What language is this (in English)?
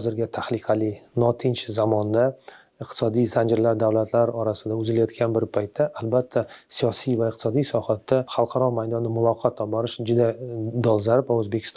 Uzbek